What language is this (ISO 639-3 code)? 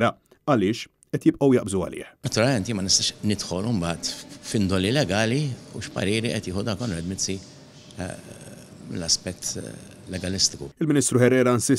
mlt